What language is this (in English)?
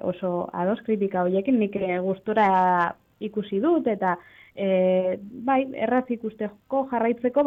Basque